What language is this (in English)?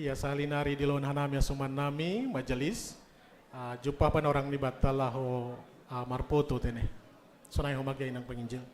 Batak Simalungun